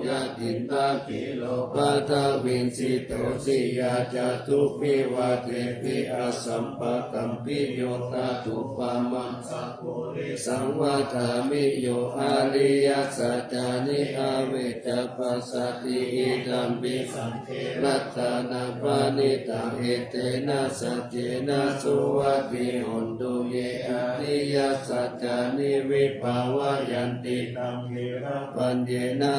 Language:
Pali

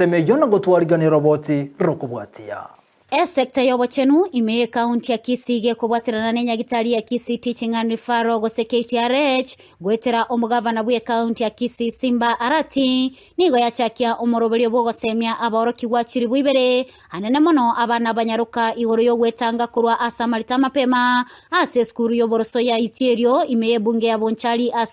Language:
Gusii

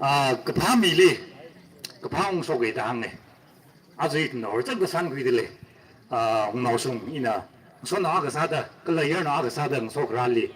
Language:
Tangkhul Naga (India)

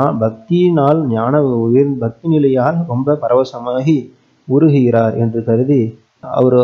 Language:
Tamil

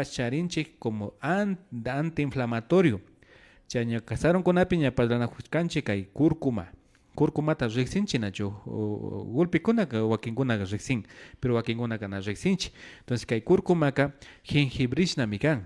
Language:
Imbabura Highland Quichua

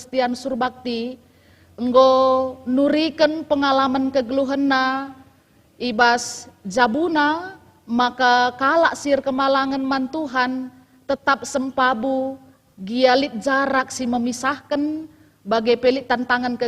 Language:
Batak Karo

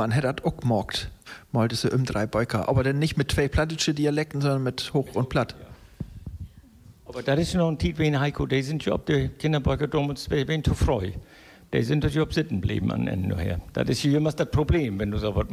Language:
German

